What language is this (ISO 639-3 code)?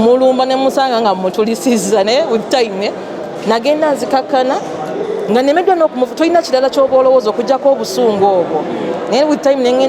lug